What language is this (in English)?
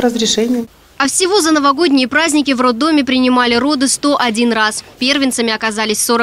Russian